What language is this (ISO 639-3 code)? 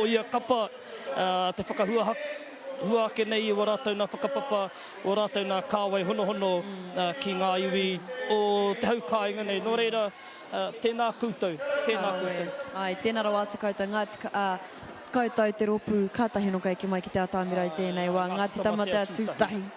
mri